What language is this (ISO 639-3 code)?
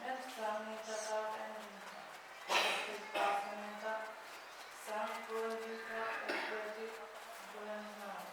pon